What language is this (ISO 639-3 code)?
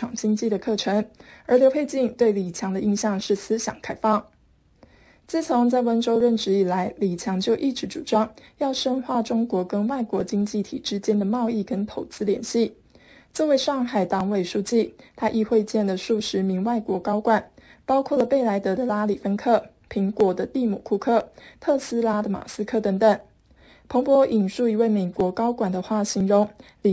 zho